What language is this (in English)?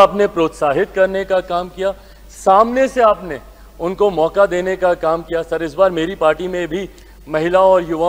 Hindi